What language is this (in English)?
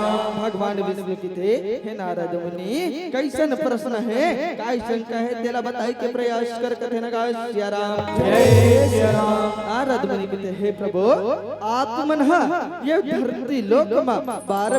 Chhattisgarhi